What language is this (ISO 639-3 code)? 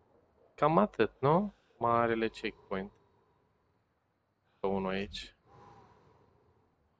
ron